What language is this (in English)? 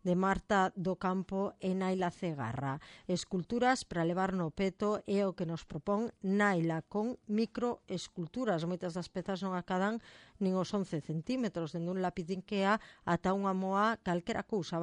Galician